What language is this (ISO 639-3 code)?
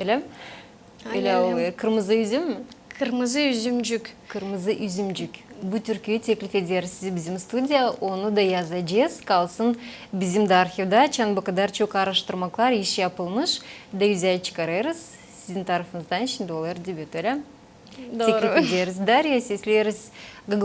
gag